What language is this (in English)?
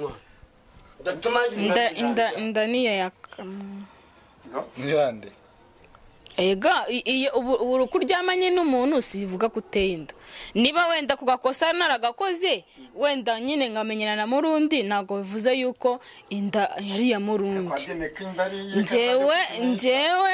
Kinyarwanda